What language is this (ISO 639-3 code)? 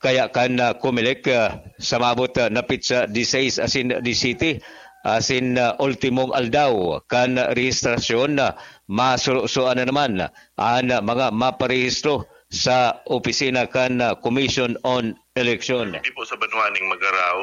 bik